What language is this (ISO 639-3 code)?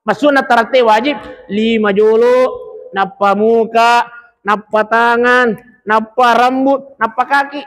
bug